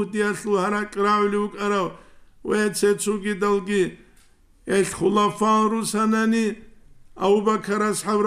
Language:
Avaric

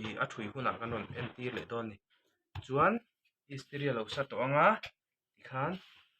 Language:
Mizo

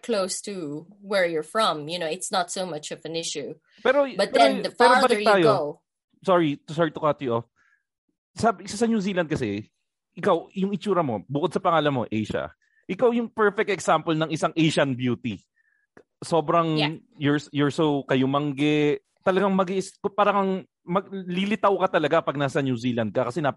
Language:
Filipino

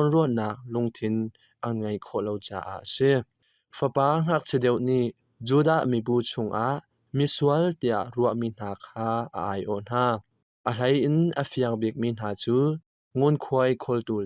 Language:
Hakha Chin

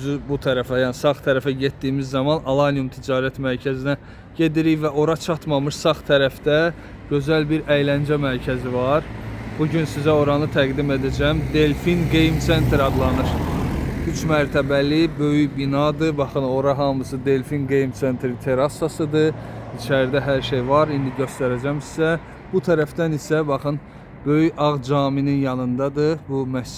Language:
Azerbaijani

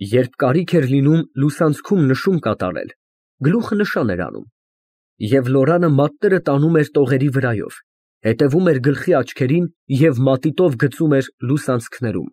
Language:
Armenian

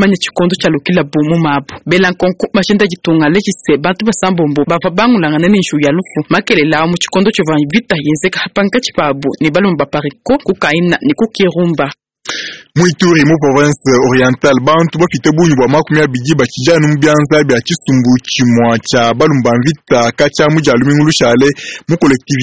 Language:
Luba-Lulua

